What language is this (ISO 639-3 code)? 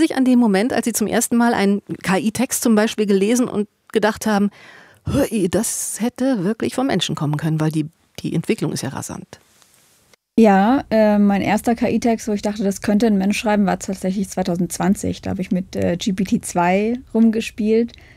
deu